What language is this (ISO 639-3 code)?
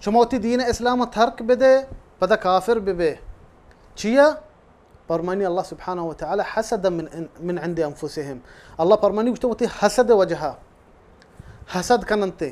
bal